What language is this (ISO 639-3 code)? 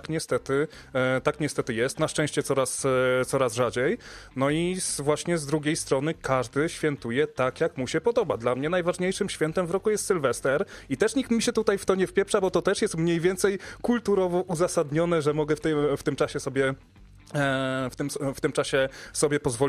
pol